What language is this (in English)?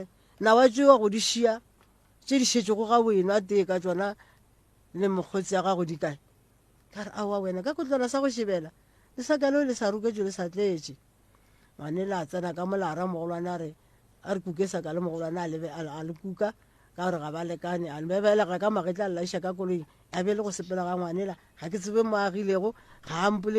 Northern Sotho